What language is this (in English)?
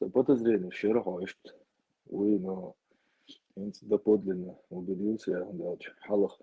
Chechen